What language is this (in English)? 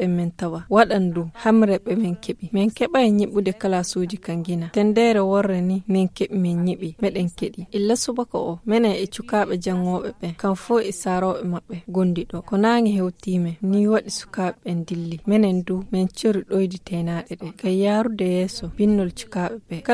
Nigerian Fulfulde